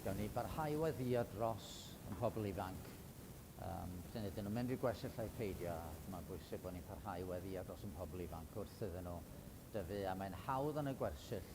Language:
Welsh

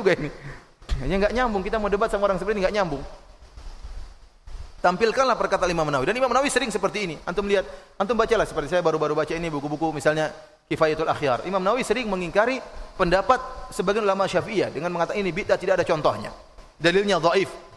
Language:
Indonesian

